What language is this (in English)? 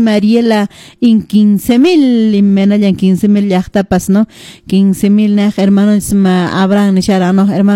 Quechua